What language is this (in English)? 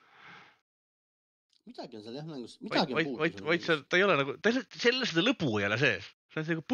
Estonian